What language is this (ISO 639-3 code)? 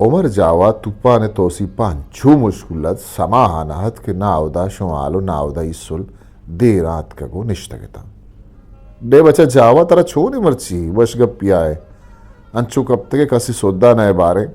bgp